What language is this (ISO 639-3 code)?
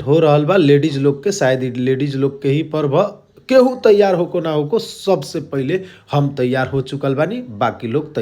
bho